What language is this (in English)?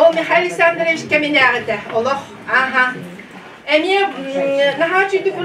Yakut